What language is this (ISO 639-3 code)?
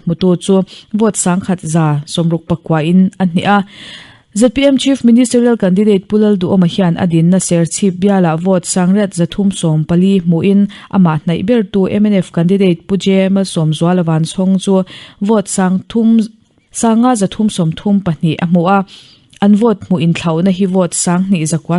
lus